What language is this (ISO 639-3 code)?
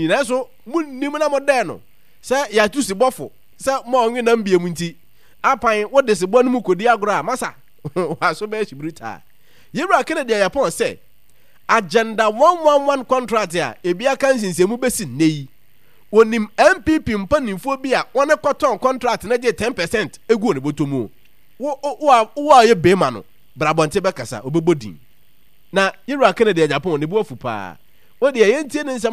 aka